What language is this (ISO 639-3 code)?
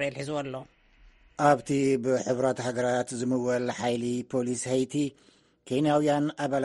tir